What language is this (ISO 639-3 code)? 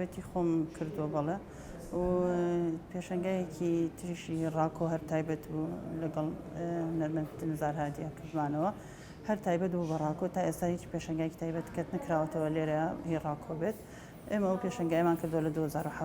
ckb